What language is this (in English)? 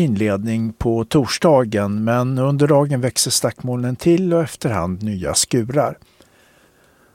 Swedish